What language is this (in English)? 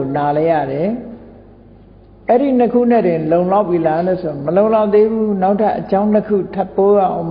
Burmese